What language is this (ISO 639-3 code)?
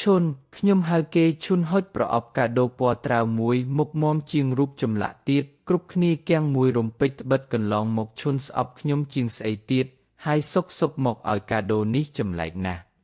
khm